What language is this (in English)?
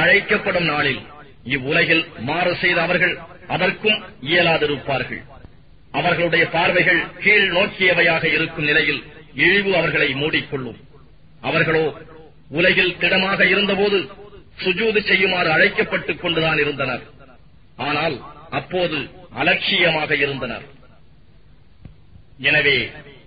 Tamil